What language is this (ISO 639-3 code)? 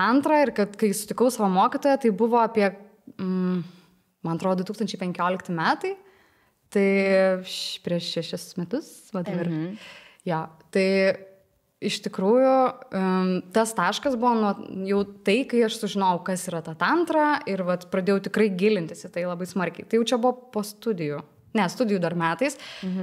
lit